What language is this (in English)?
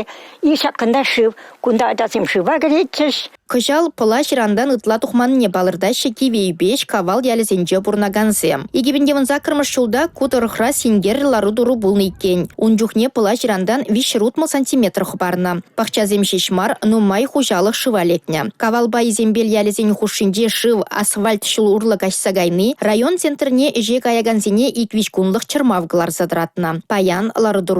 Chuvash